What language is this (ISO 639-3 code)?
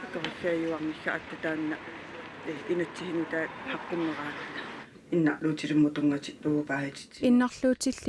kal